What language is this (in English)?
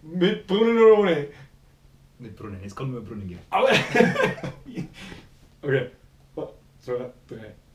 Bavarian